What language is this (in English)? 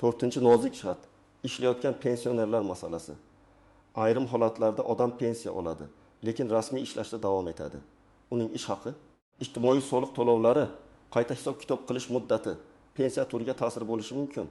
Uzbek